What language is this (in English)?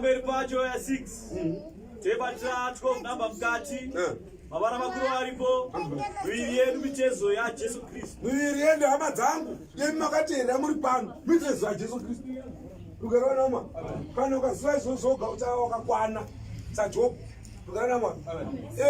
Shona